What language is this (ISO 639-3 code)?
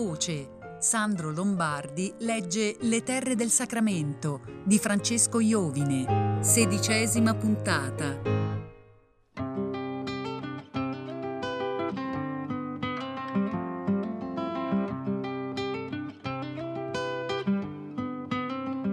ita